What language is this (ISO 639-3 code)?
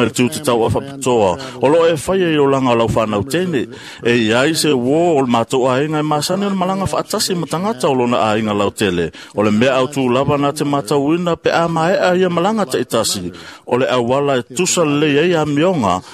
smo